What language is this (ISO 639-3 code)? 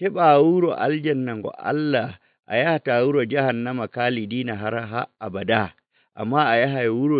fuv